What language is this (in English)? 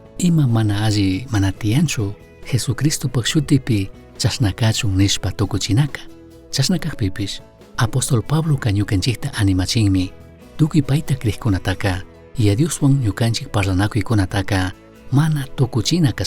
Chimborazo Highland Quichua